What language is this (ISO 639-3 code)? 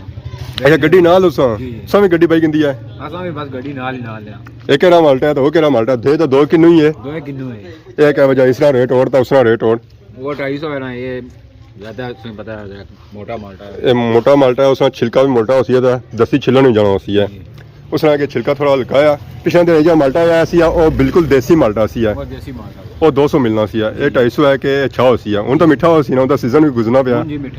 phr